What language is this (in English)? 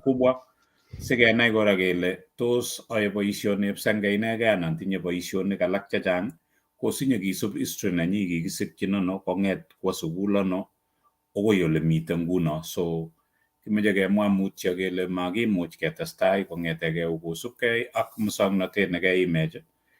Kalenjin